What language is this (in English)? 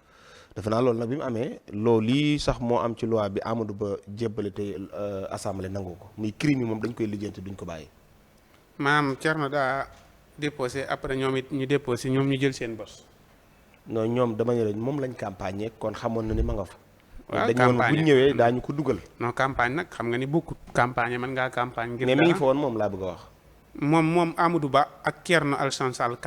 Wolof